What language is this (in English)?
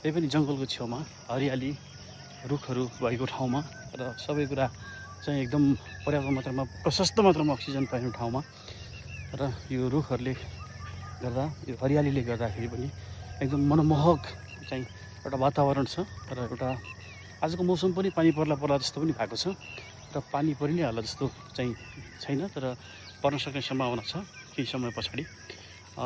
Nepali